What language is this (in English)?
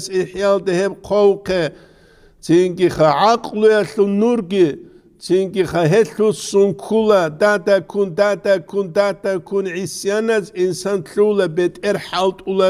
Avaric